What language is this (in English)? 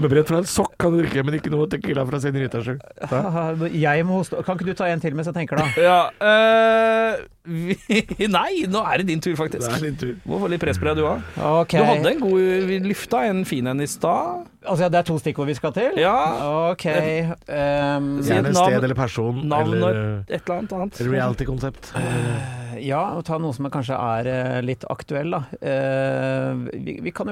Norwegian